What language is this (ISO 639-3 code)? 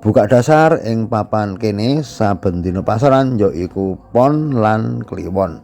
jav